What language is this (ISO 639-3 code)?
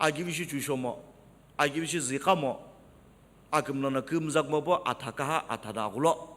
nsm